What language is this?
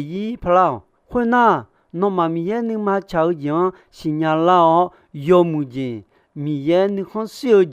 Akha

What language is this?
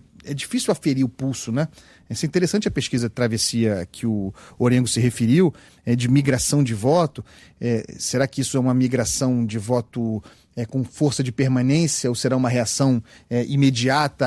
Portuguese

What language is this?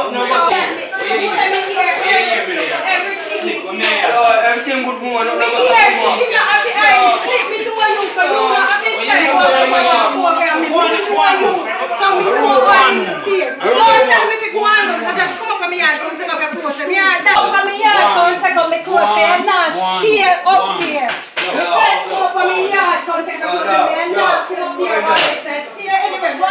Jamaican Creole English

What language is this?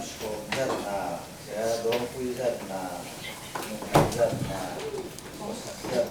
Falam Chin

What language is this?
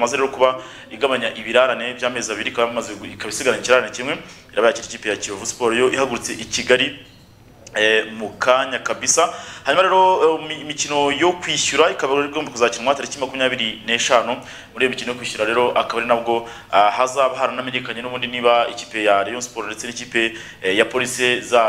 Kinyarwanda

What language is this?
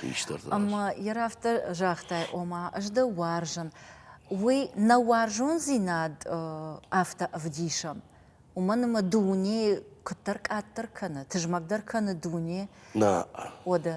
Ossetic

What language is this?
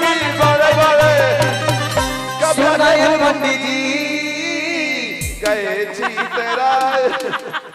Bhojpuri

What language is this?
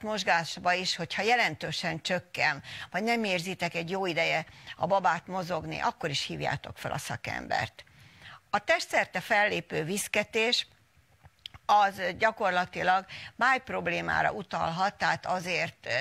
Hungarian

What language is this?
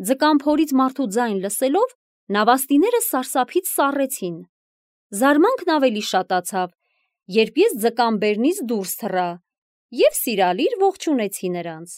Armenian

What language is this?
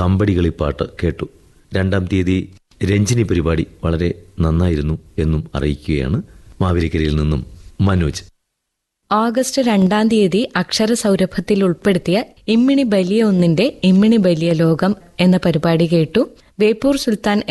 Malayalam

